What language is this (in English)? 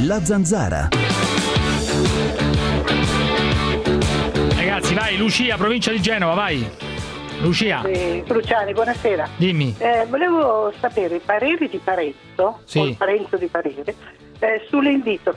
Italian